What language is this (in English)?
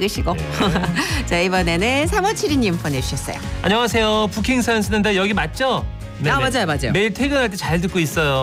Korean